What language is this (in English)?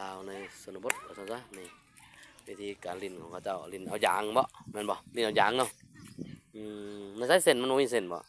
Lao